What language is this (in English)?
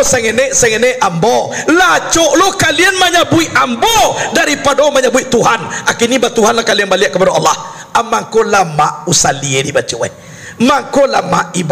Minangkabau